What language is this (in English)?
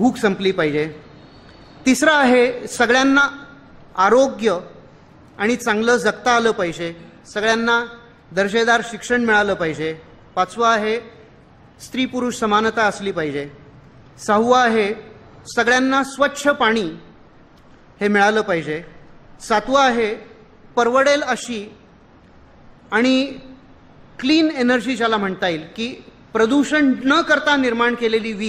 Marathi